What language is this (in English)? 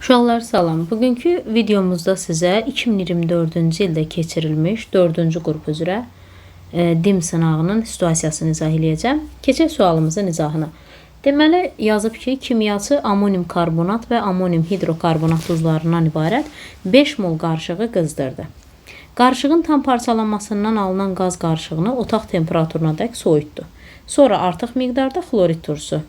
Azerbaijani